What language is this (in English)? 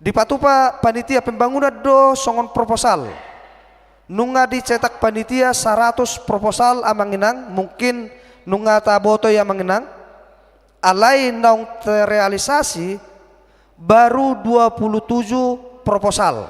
Batak Toba